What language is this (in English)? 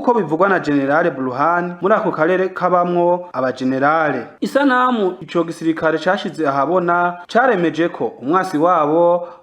Rundi